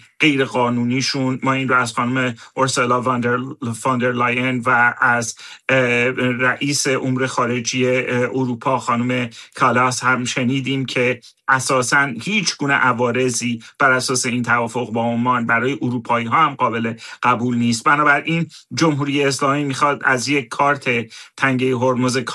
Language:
Persian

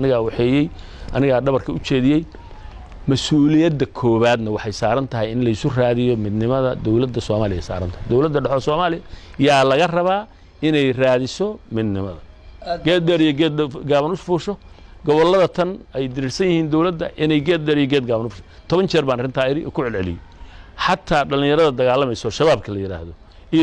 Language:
Somali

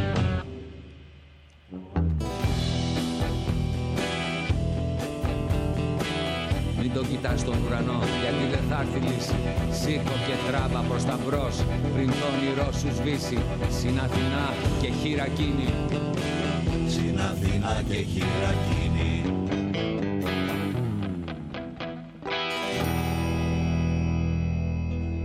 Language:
Greek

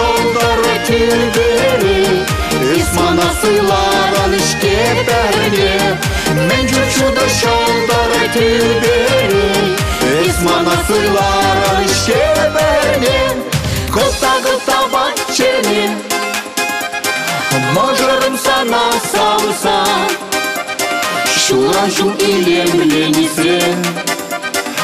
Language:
Chuvash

